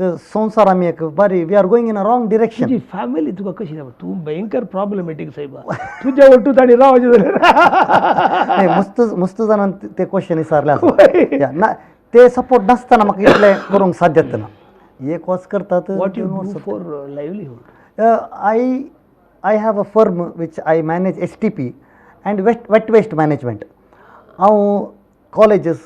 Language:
Konkani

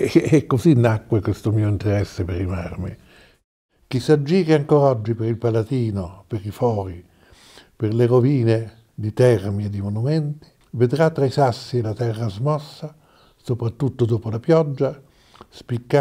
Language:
Italian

